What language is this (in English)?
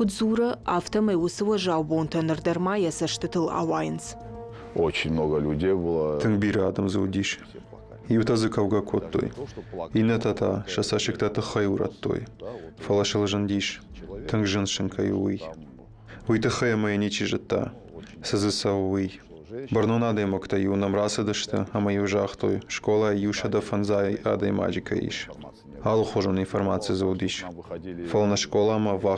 Ossetic